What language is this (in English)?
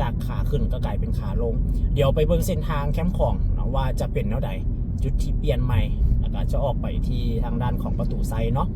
Lao